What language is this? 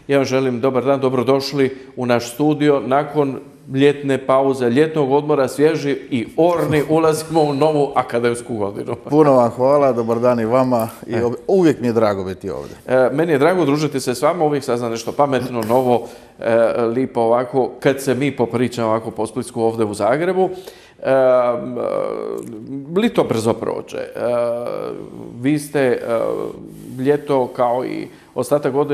Croatian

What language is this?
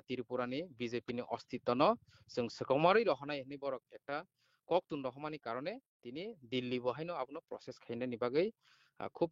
Kok Borok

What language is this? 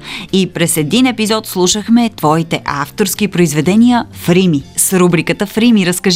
Bulgarian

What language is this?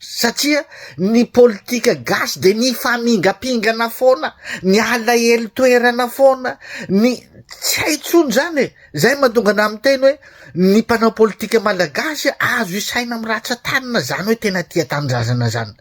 Malagasy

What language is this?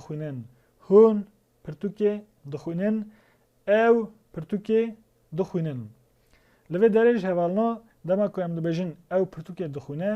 Kurdish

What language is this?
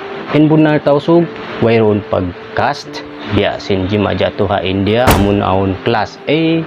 Tausug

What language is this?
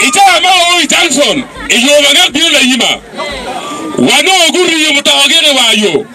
Acoli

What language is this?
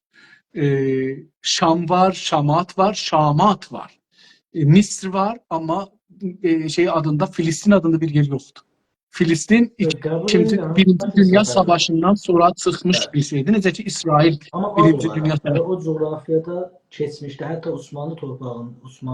South Azerbaijani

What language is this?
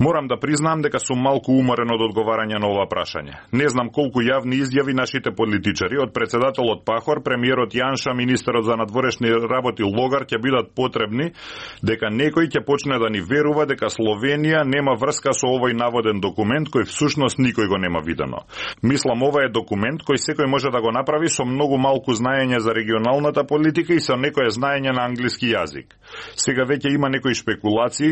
Macedonian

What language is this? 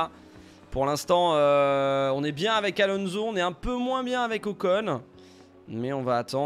French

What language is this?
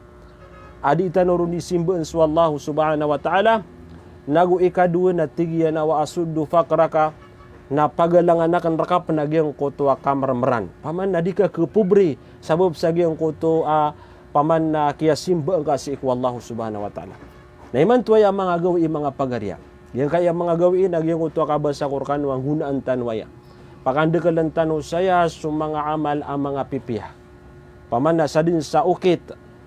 Maranao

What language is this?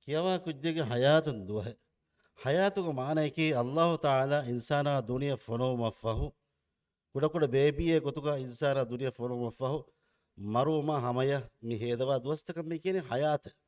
Divehi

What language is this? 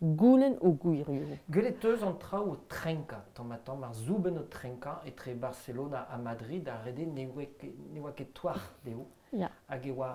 Breton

